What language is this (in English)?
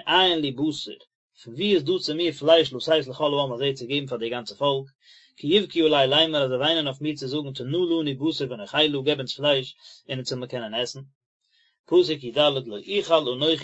Yiddish